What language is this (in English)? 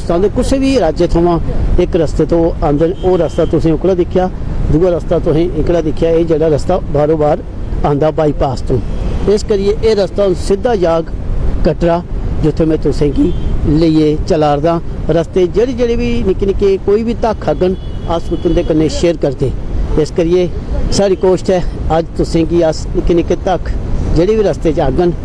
Dogri